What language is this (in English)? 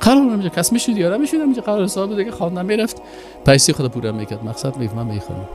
Persian